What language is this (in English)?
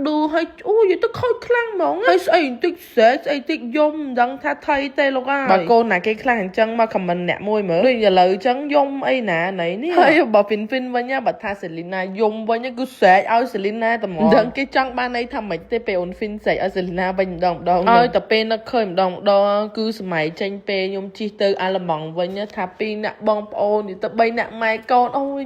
Khmer